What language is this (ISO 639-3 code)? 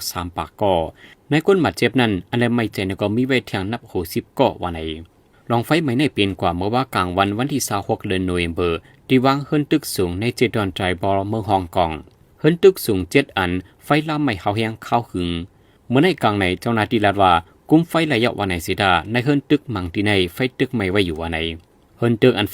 shn